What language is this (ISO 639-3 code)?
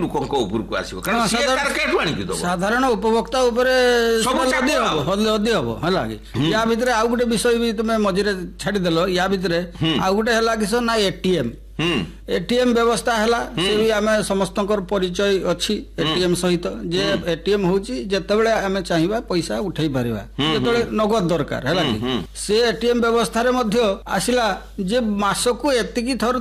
ori